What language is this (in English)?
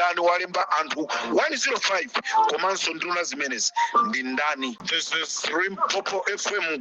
Nyanja